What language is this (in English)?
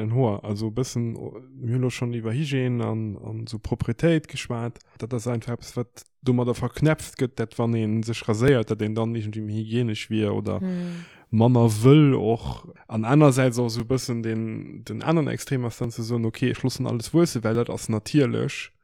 Luxembourgish